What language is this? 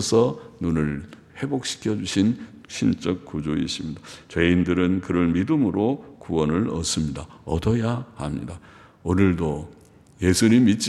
Korean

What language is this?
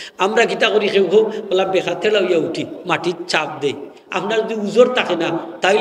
Sylheti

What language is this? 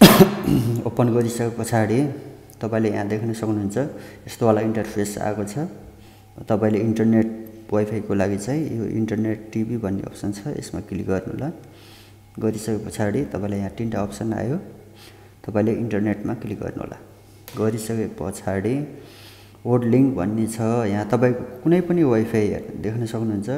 Nepali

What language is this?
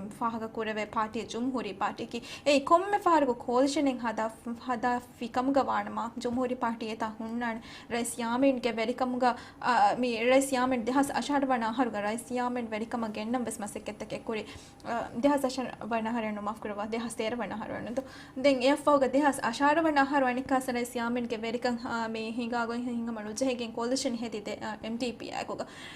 Divehi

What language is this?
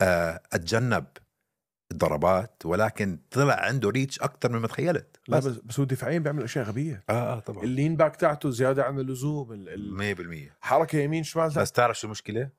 North Levantine Arabic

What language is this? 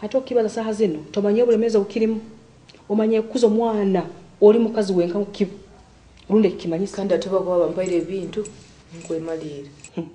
Nyoro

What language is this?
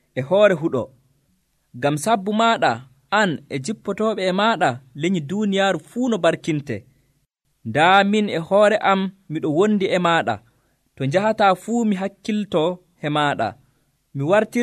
Nigerian Fulfulde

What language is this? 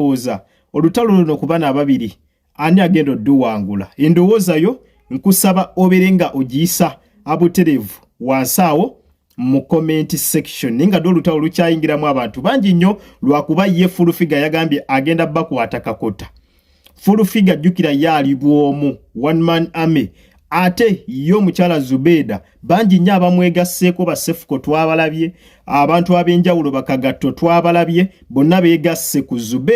Ganda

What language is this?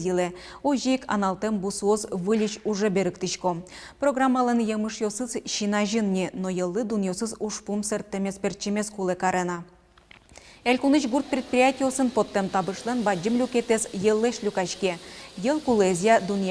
Udmurt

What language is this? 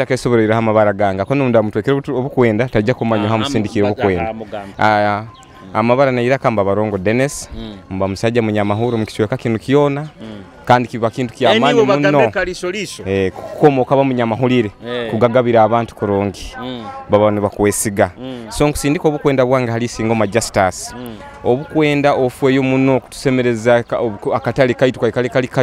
Nyoro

